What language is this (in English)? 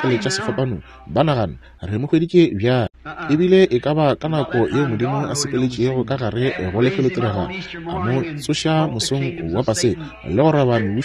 Northern Sotho